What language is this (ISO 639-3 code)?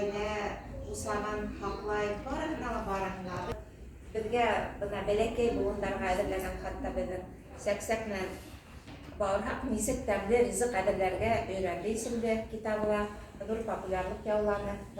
bak